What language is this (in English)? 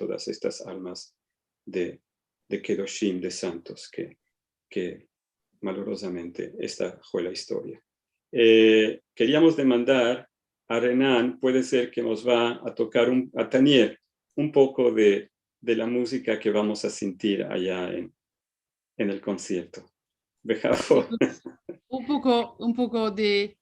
Ladino